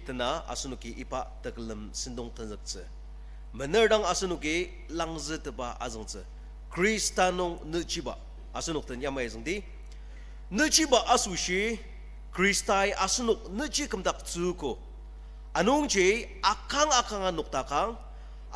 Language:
Ao Naga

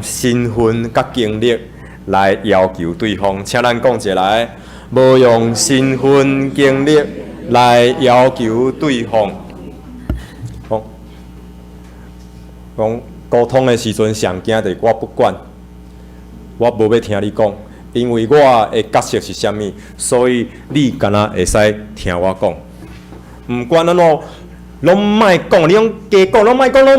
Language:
Min Nan Chinese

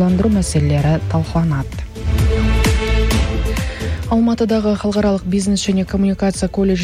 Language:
Kazakh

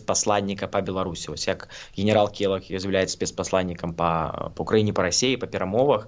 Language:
Belarusian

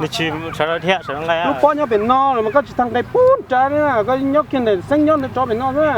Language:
Hmong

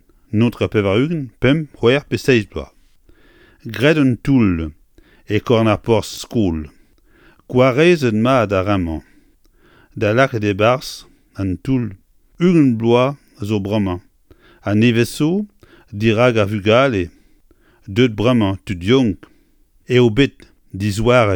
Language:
Breton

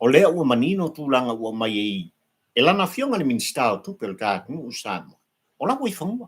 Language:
Samoan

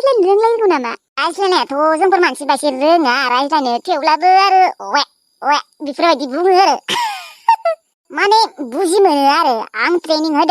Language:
Bodo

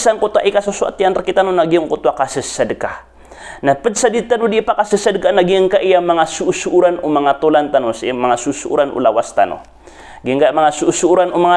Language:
Maranao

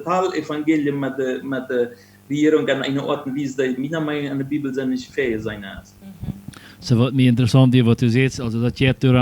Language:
Plautdietsch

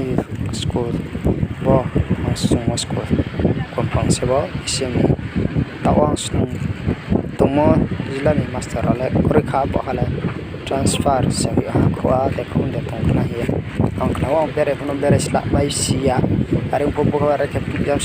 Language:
Riang (India)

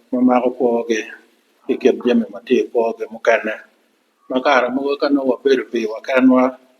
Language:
Acoli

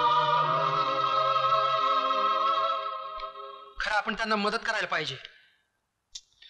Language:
Marathi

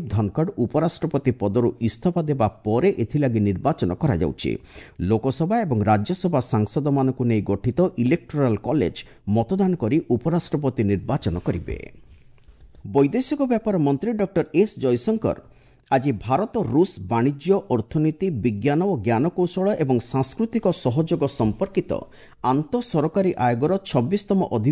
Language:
Odia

